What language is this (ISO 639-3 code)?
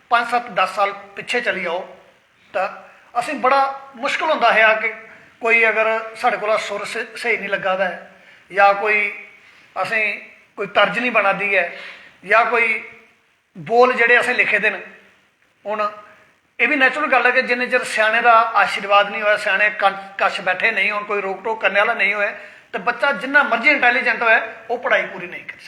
doi